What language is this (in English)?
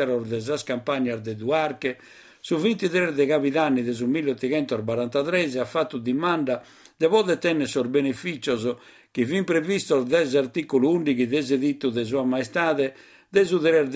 Sardinian